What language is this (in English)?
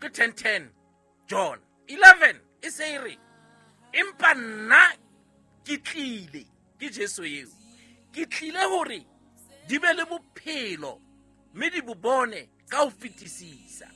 Southern Sotho